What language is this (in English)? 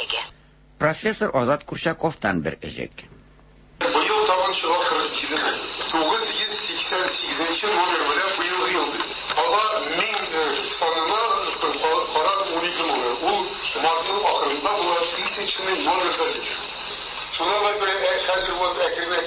Tatar